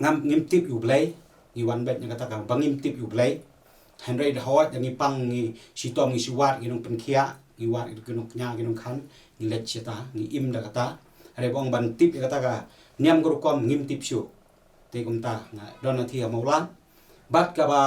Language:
Khasi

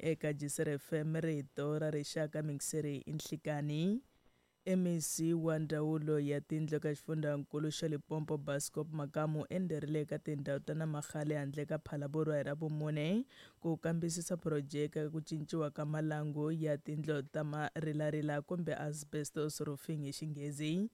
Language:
Tsonga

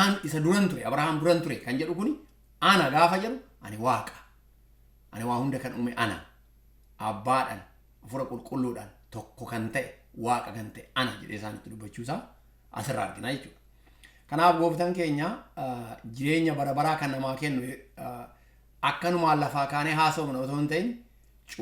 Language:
Oromo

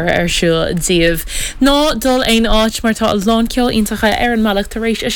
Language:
Irish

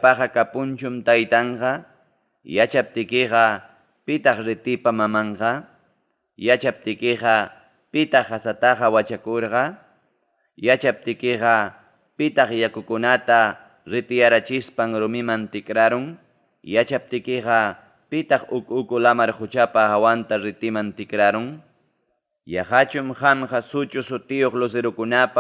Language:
Ayacucho Quechua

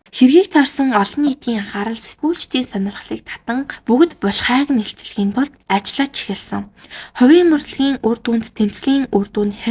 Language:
Mongolian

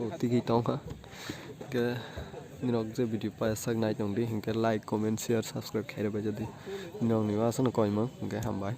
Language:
Kok Borok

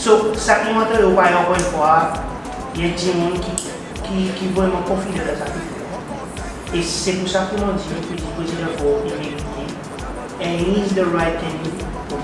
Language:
Seselwa Creole French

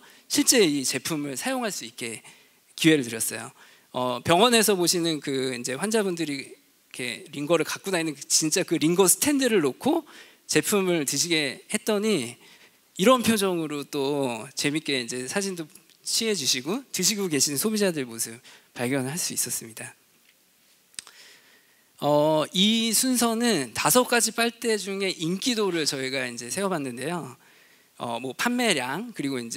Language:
Korean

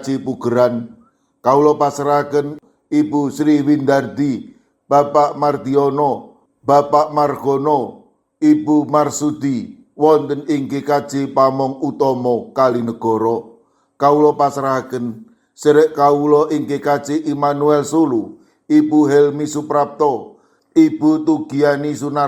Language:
Javanese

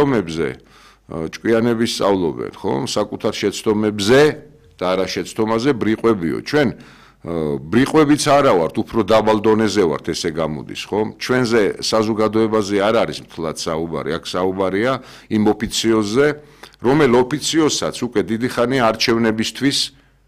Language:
Georgian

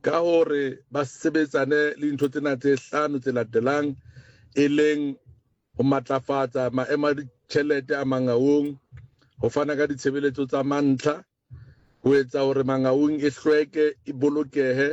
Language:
Southern Sotho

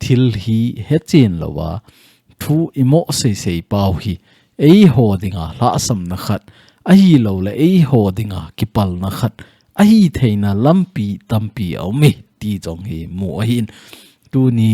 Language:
Thado Chin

